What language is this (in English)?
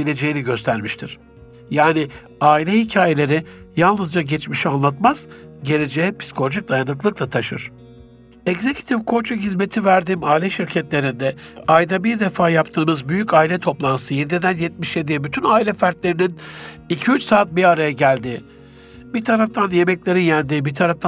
Turkish